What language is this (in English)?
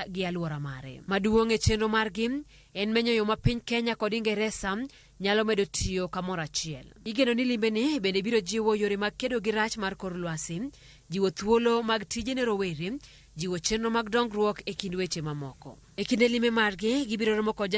Luo (Kenya and Tanzania)